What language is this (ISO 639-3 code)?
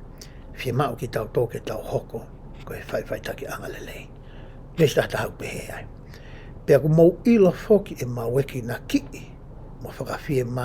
ton